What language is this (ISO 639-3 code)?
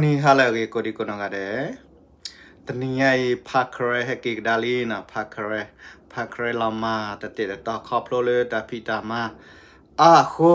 ksw